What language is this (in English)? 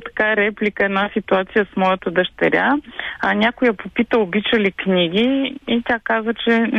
Bulgarian